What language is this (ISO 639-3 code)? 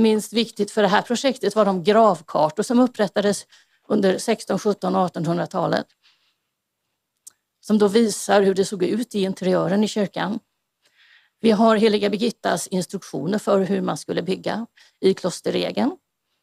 swe